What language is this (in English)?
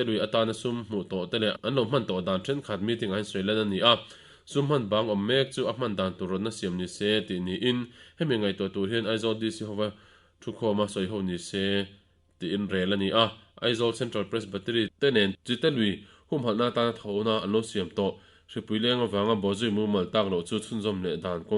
Mizo